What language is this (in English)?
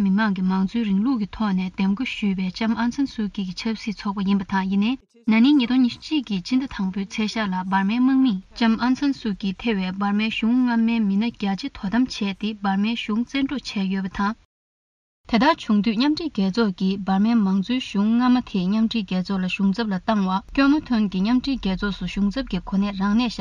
Tibetan